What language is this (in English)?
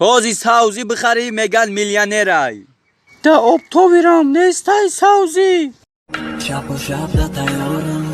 Tajik